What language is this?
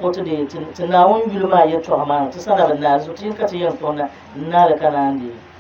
Dagbani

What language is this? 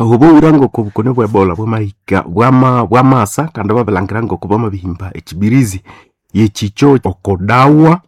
Nande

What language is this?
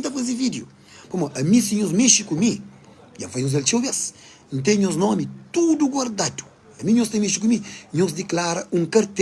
Kabuverdianu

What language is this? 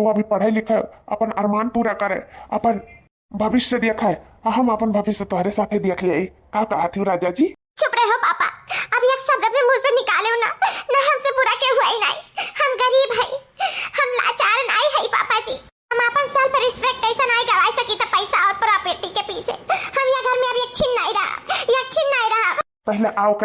Awadhi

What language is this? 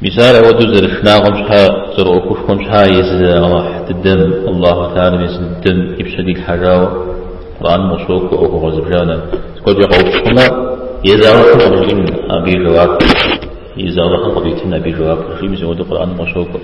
Kabardian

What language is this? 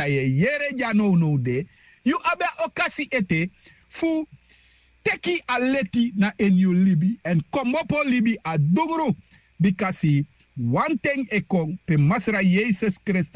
Sranan Tongo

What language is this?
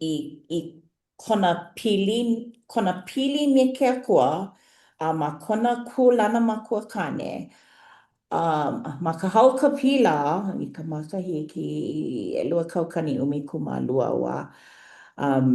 Hawaiian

